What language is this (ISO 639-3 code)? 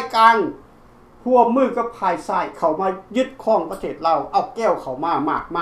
lao